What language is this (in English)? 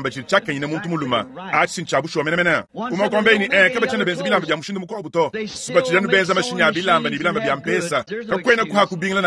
Luba-Lulua